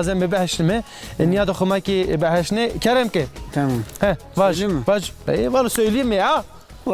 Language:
Zaza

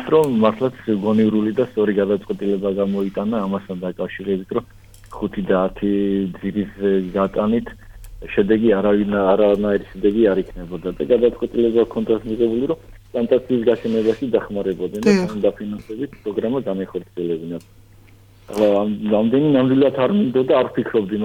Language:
Georgian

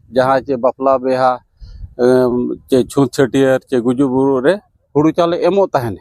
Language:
Santali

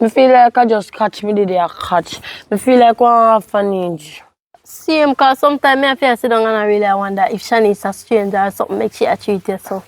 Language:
Jamaican Creole English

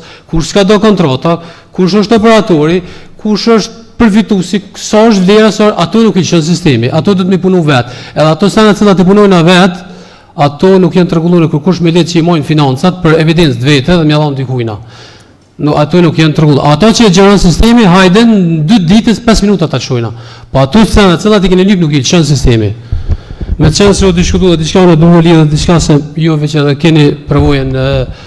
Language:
Albanian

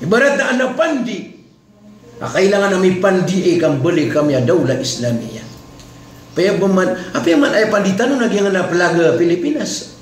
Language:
Maranao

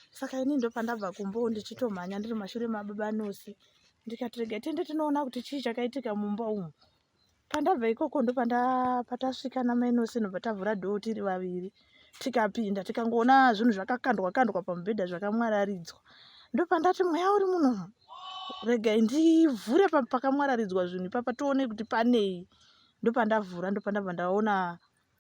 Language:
Shona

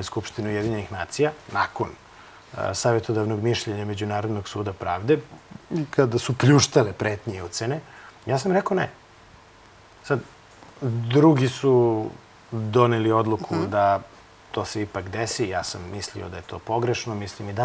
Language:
Serbian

